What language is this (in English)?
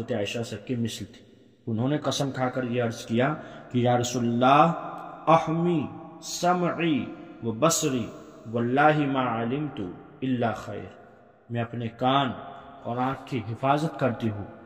Urdu